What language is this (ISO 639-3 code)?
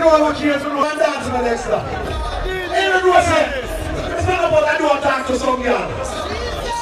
jam